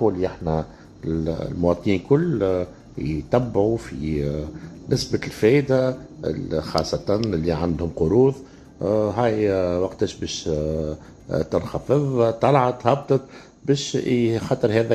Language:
Tunisian Arabic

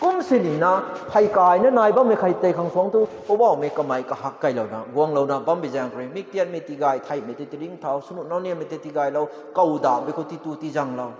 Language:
Rongmei Naga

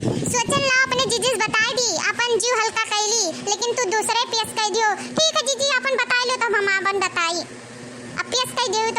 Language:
Awadhi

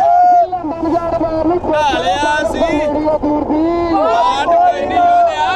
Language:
Punjabi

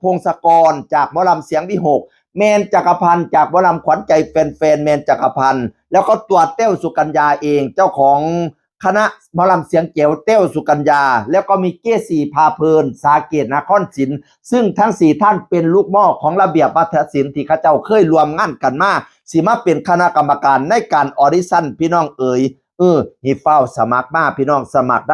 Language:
Northeastern Thai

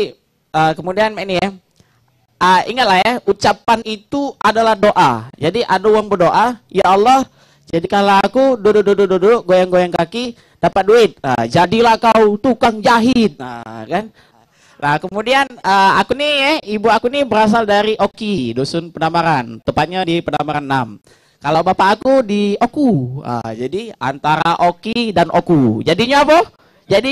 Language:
Musi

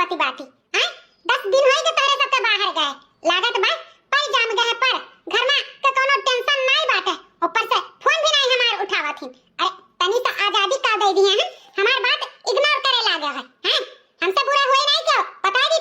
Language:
Awadhi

